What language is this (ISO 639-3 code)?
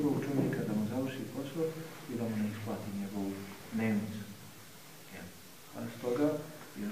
bos